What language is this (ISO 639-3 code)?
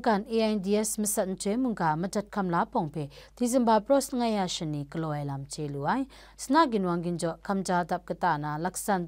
kac